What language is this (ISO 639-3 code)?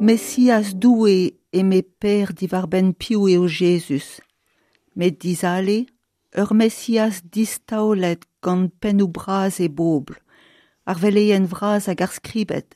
bre